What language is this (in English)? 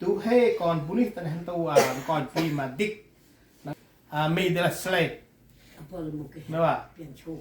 Central Mnong